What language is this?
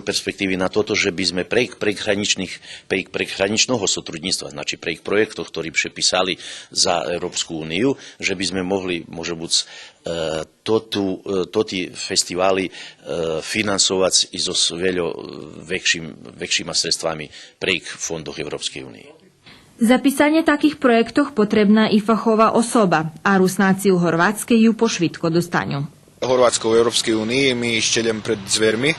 Rusyn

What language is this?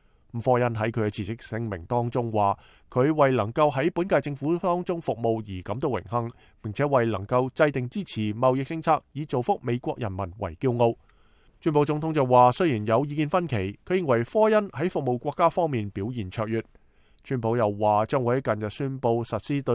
Cantonese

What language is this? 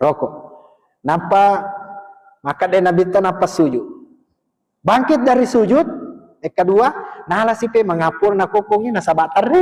Buginese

